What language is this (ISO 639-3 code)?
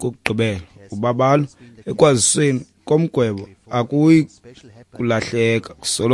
xho